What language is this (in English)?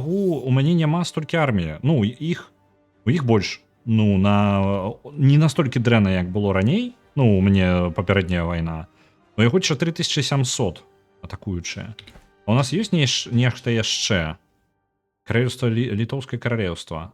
Belarusian